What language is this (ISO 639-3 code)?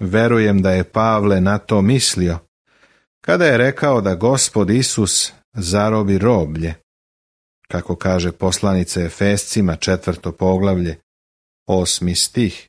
srp